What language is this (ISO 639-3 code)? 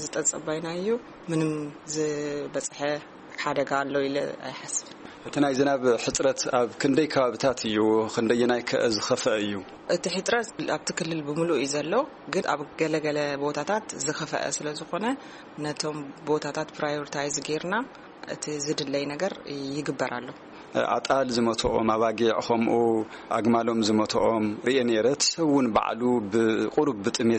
tir